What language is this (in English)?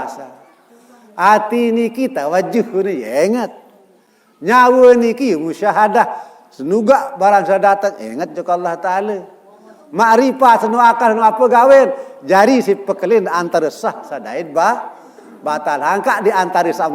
Sasak